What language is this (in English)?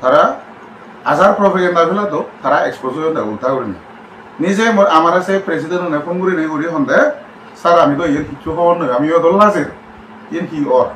Chakma